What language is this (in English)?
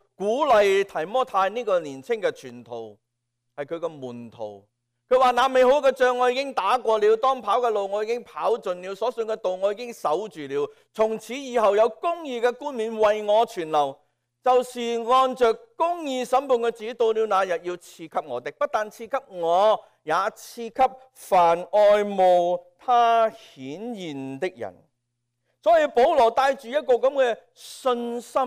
Cantonese